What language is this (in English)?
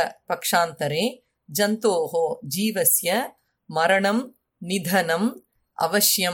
Sanskrit